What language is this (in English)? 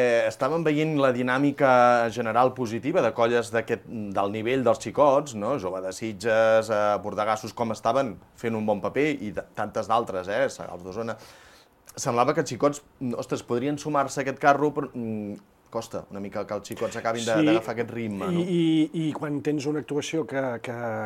Catalan